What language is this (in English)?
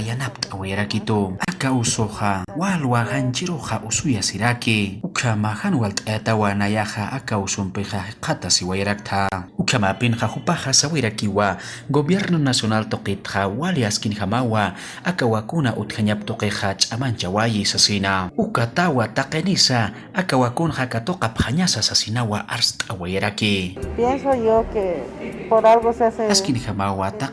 Aymara